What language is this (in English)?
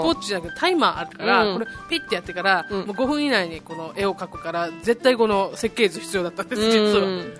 Japanese